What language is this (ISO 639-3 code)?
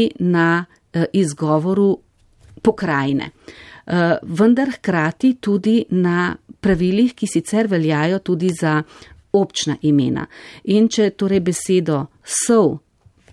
slv